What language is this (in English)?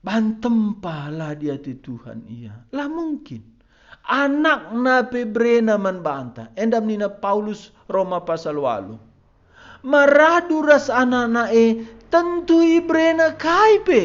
Batak Karo